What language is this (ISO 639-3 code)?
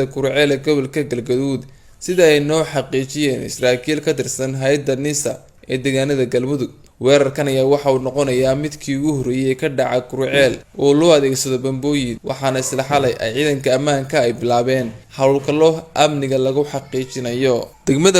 som